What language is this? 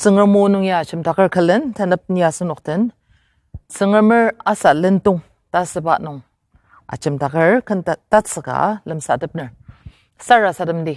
Ao Naga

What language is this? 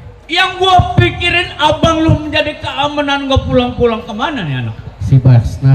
Betawi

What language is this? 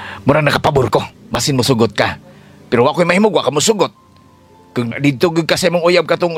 Cebuano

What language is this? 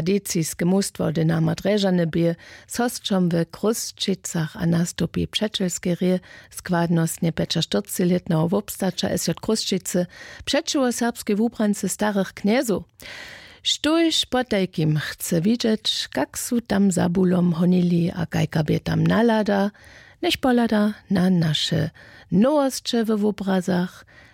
Upper Sorbian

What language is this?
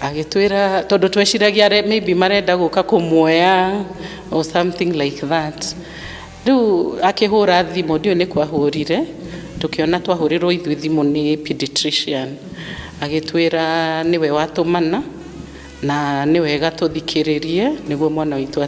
Kikuyu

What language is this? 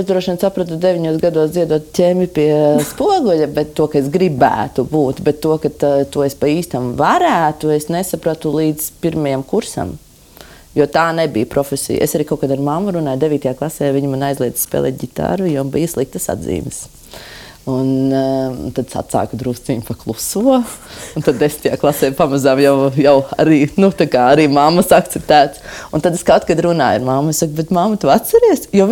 Latvian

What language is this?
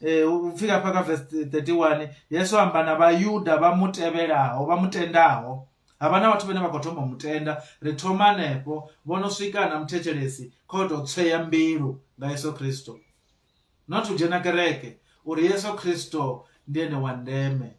Venda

